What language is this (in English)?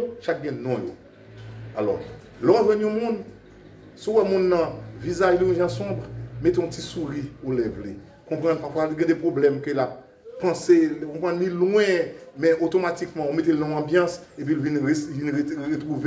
Haitian Creole